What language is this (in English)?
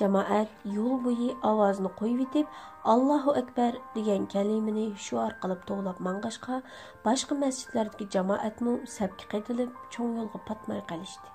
Uyghur